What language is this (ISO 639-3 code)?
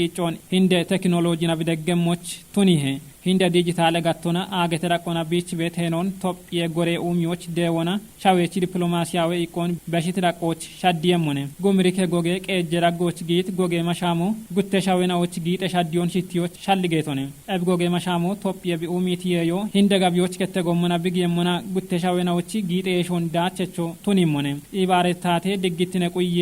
kbr